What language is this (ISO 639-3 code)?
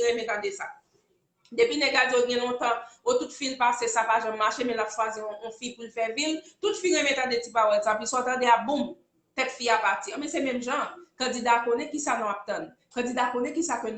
hat